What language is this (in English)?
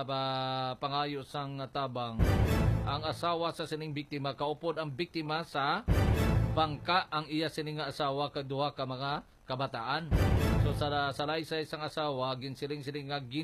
Hiligaynon